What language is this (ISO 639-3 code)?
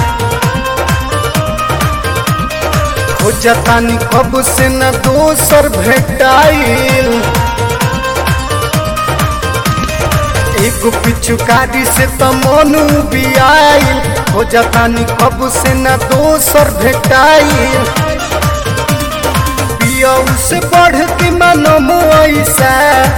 bho